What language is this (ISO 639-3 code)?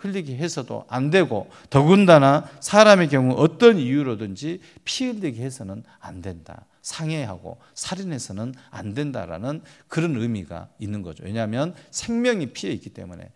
kor